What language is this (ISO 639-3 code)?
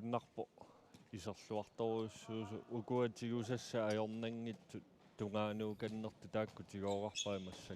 kal